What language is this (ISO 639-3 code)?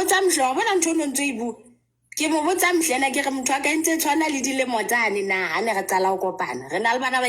sot